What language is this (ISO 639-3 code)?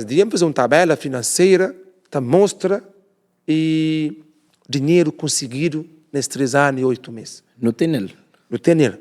kea